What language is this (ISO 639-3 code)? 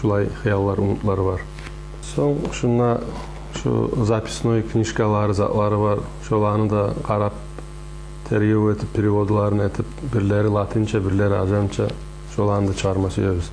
kum